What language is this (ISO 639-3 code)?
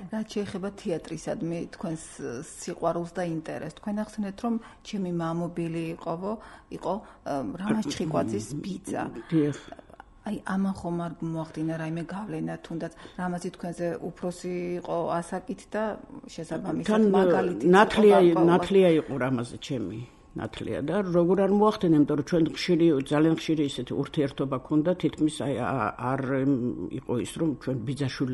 kat